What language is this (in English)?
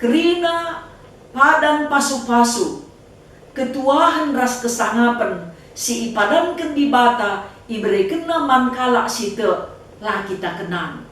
Batak Karo